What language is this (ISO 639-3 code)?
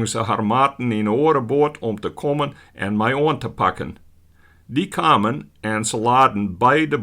fry